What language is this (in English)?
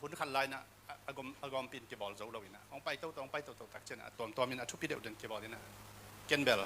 Tedim Chin